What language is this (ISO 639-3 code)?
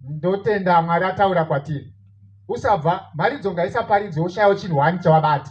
sna